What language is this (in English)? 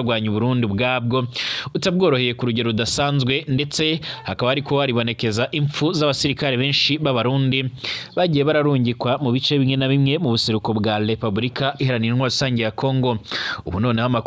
Rundi